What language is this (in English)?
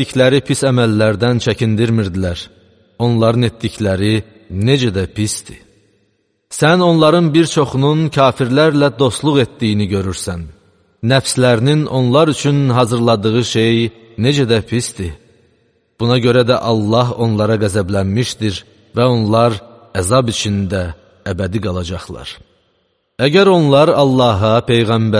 Azerbaijani